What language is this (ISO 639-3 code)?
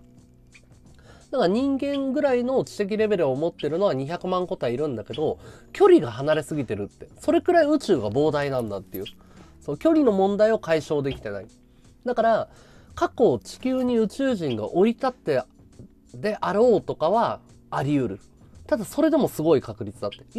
jpn